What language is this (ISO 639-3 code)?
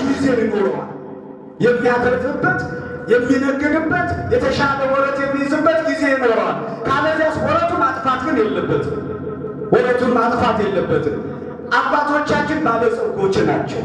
amh